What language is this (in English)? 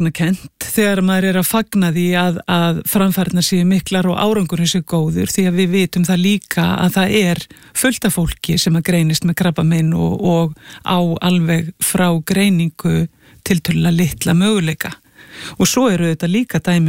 Icelandic